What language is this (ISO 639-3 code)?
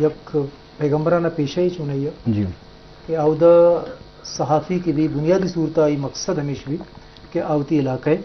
bgp